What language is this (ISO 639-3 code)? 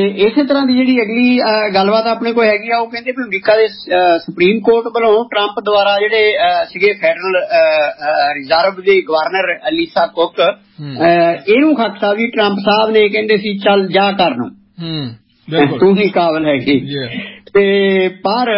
pan